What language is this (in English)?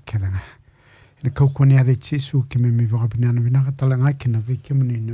Fijian